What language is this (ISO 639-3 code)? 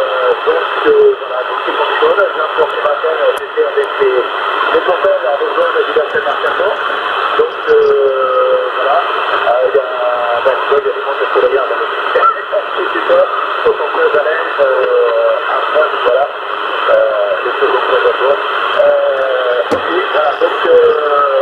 fra